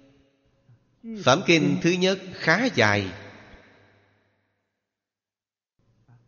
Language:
Vietnamese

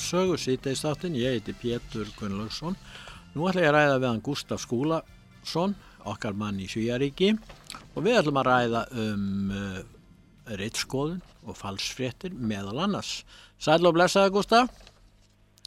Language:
Icelandic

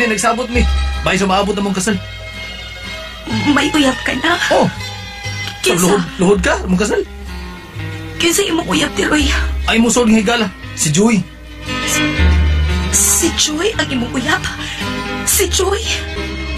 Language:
Cebuano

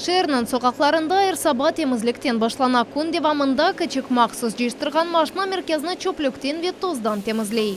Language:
Crimean Tatar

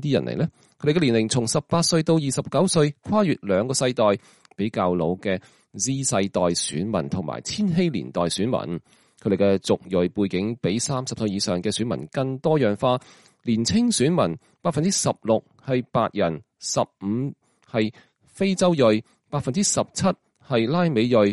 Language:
Cantonese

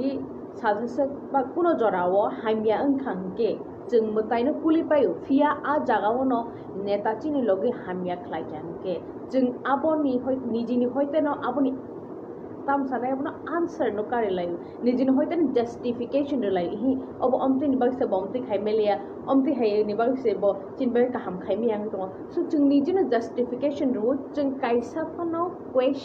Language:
Kok Borok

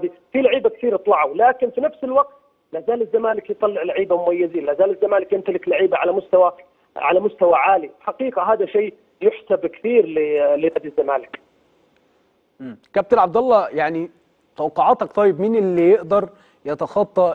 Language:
Egyptian Arabic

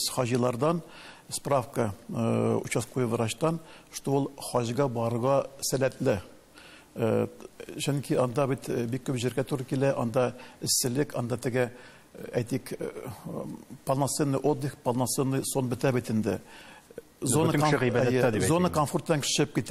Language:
Tatar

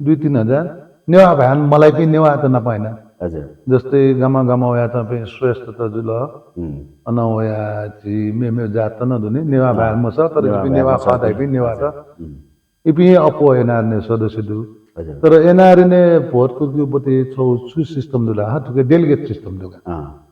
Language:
Newari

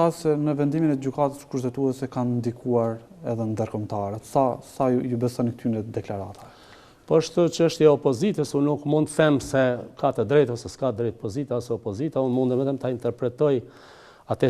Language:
Albanian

